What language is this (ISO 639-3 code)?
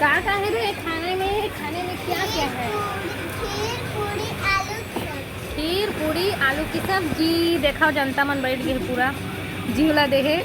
hne